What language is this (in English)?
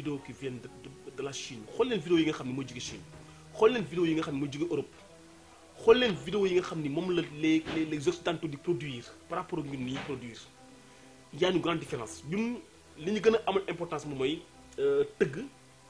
Wolof